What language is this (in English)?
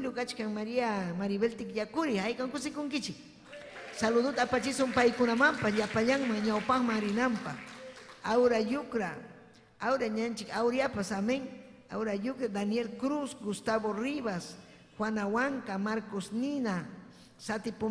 Ayacucho Quechua